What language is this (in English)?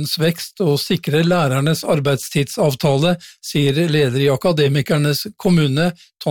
Norwegian